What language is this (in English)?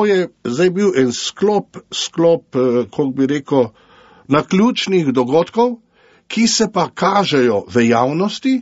Slovenian